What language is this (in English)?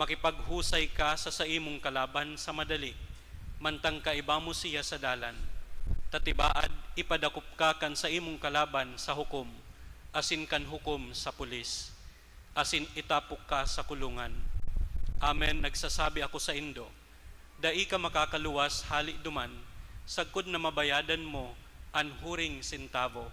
Bikol